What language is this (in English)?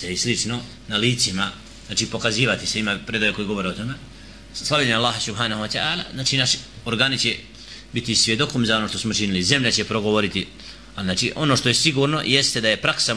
Bosnian